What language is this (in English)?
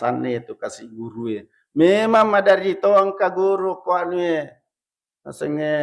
Buginese